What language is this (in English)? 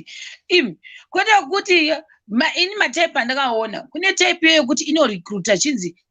Shona